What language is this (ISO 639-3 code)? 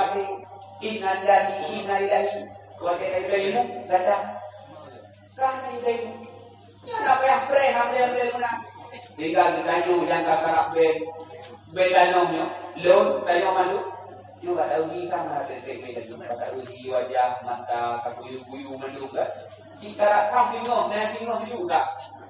ace